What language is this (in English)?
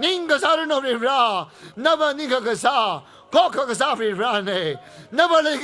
Tangkhul Naga (India)